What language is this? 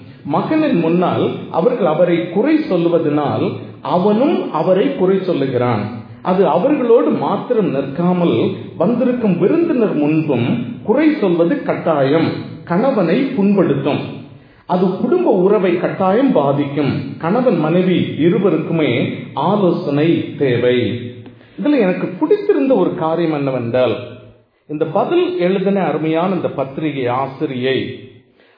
Tamil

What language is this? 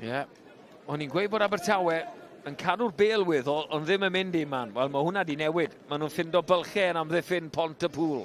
Welsh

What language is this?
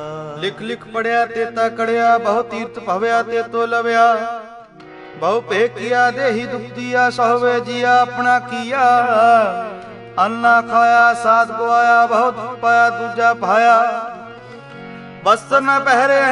Punjabi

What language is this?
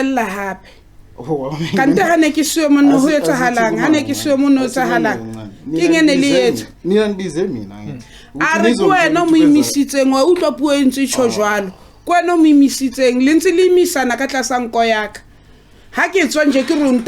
Zulu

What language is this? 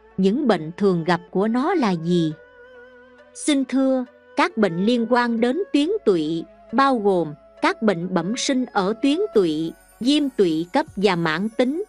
Vietnamese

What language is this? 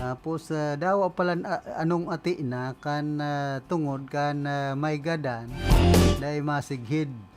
Bikol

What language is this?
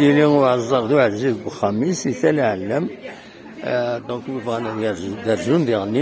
Kabyle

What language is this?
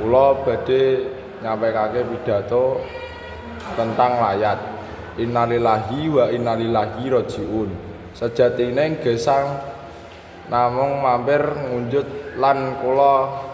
Javanese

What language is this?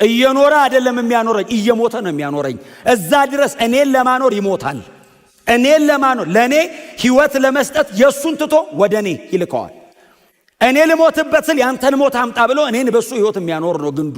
Amharic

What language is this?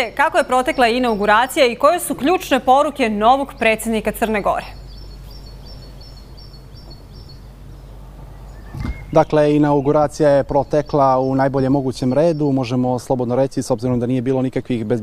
Serbian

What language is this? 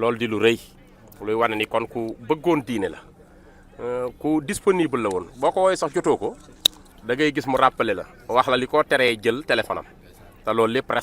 Wolof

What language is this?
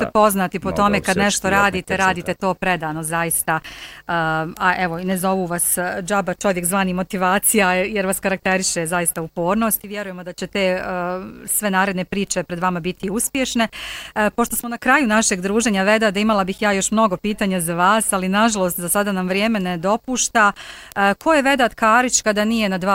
Bosnian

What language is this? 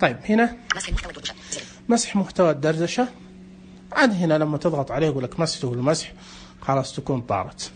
Najdi Arabic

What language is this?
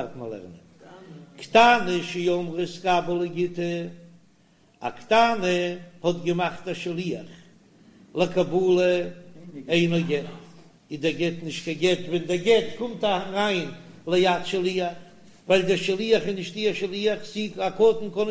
Yiddish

